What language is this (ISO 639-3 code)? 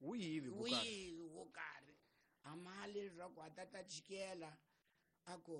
tso